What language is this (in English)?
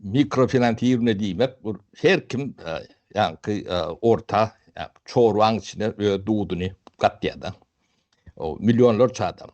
Turkmen